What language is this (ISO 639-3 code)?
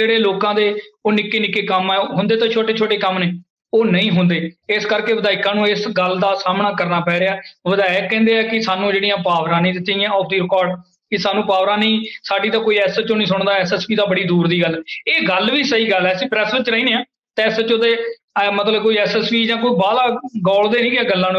pan